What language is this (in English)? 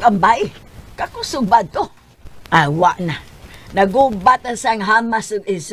Cebuano